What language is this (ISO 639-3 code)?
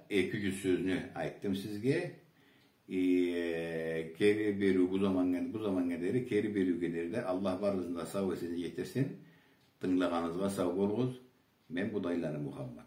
krc